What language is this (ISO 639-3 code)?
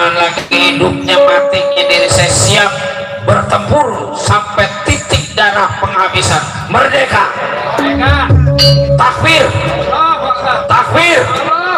bew